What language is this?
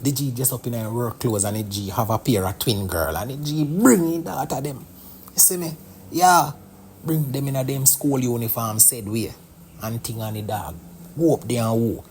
Jamaican Creole English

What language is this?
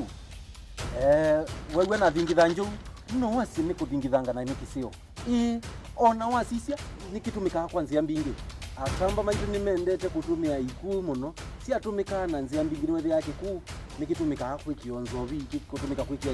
Kamba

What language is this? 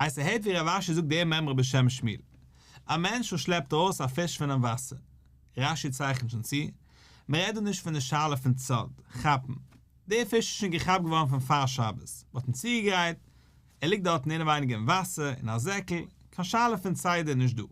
Yiddish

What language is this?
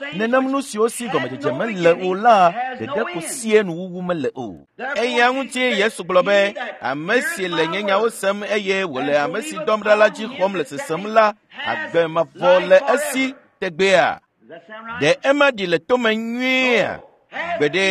Ewe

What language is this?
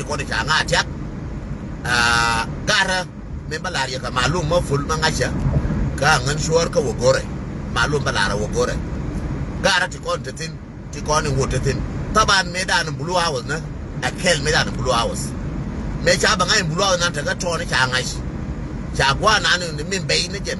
Nuer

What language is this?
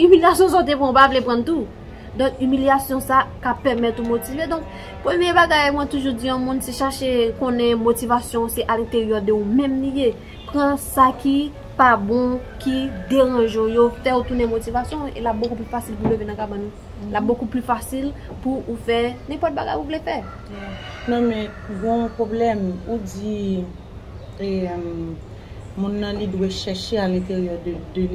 Haitian Creole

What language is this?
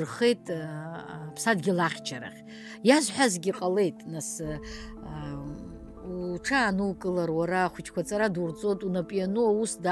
Abkhazian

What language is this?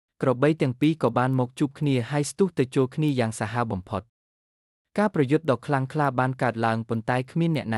Khmer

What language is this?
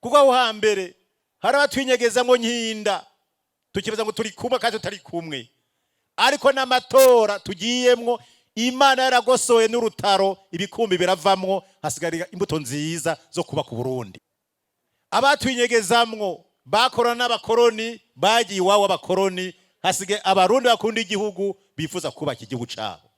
Rundi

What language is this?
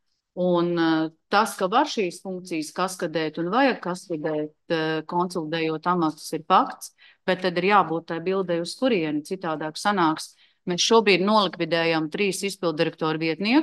Latvian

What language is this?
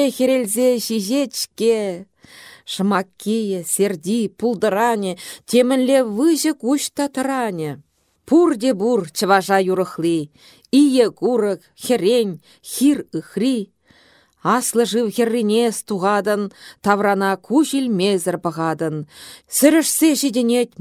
Chuvash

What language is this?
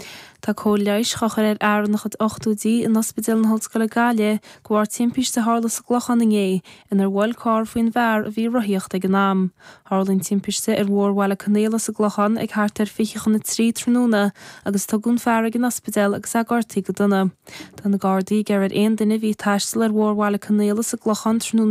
Irish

